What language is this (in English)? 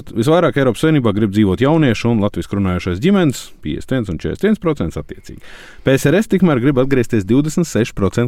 Latvian